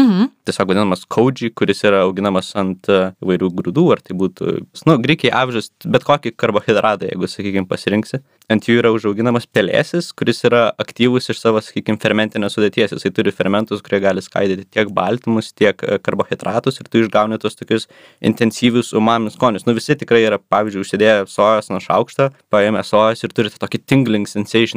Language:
Lithuanian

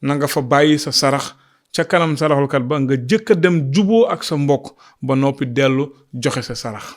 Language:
Wolof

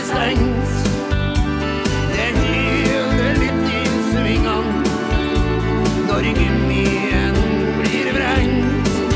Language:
Norwegian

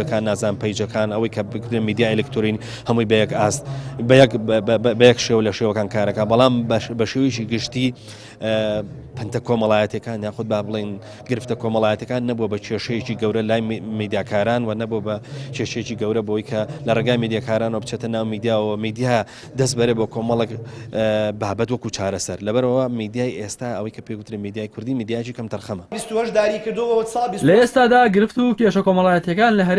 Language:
Central Kurdish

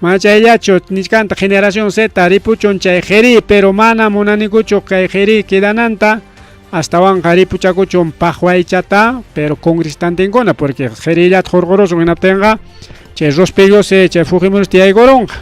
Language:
Ayacucho Quechua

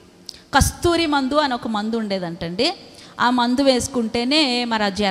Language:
Telugu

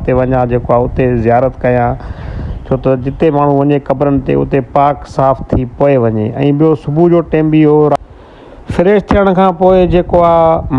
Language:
Sindhi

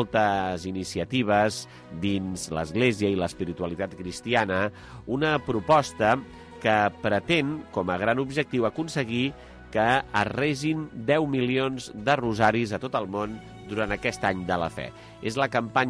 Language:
Catalan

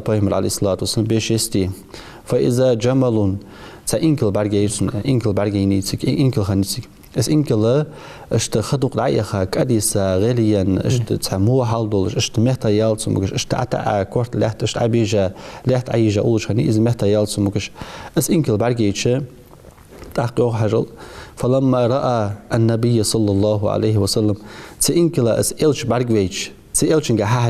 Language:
Ingush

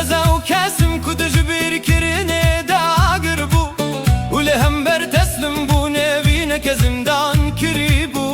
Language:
Kurdish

